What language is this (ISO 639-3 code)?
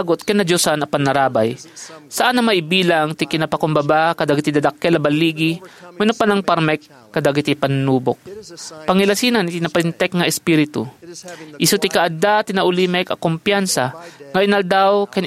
ilo